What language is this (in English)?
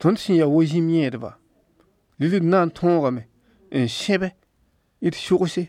Mossi